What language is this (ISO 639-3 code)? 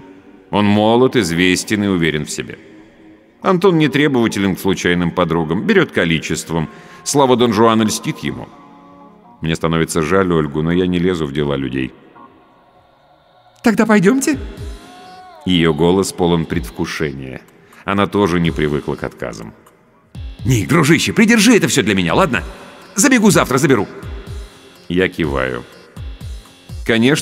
rus